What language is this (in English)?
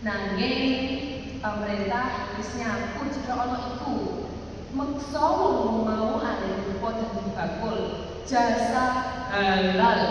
Javanese